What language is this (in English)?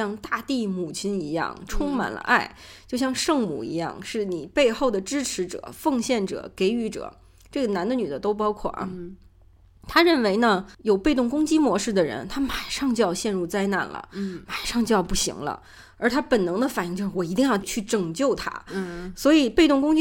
Chinese